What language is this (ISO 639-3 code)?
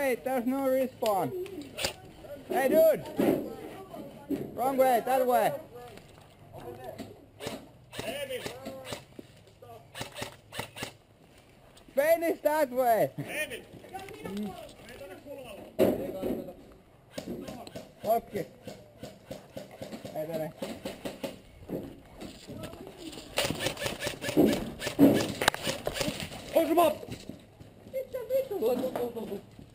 fin